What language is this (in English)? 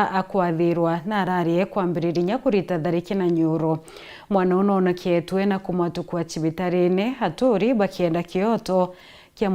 Meru